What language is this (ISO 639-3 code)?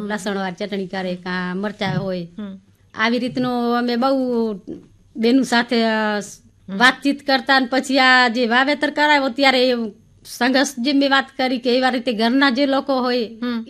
guj